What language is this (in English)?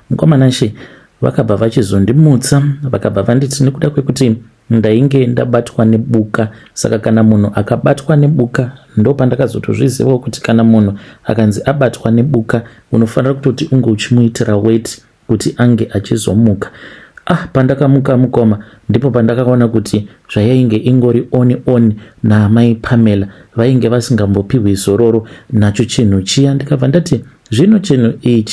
Shona